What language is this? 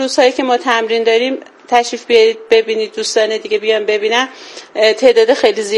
Persian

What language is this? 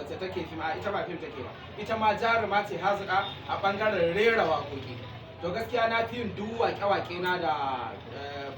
Hausa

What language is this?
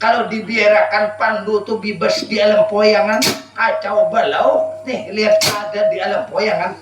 Banjar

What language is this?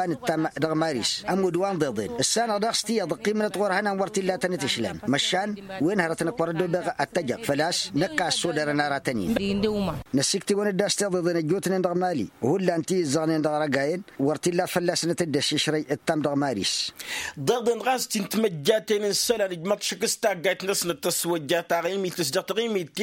Tamasheq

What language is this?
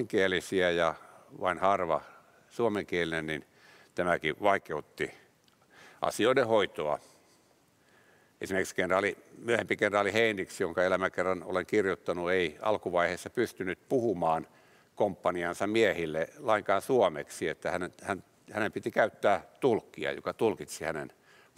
Finnish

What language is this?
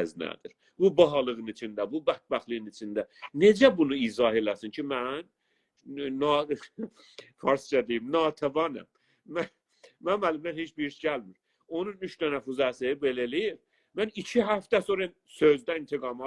South Azerbaijani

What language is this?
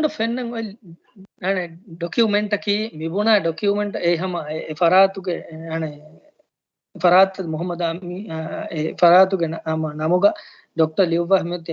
Divehi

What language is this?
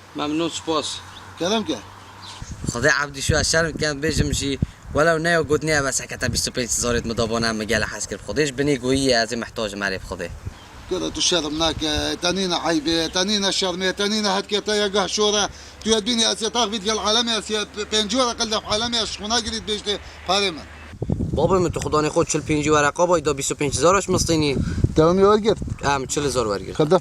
Kurdish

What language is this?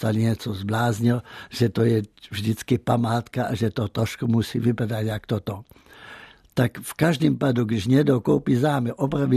Czech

